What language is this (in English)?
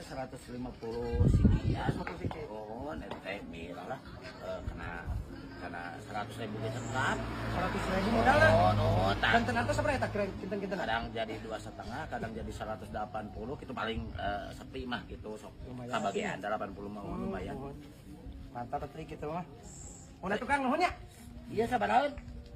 Sundanese